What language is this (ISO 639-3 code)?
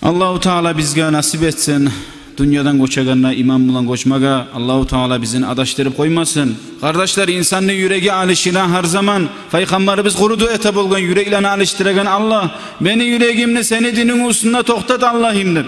kum